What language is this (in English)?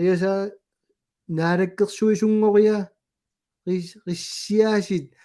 Kalaallisut